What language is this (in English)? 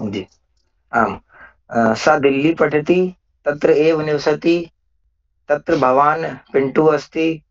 Sanskrit